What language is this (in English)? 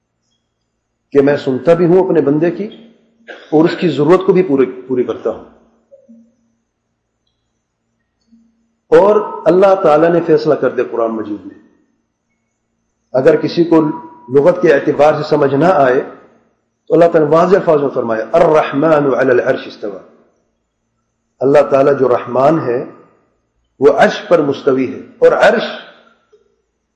Urdu